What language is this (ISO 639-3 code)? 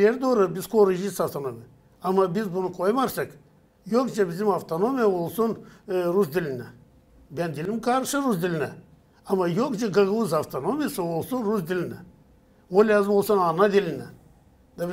gag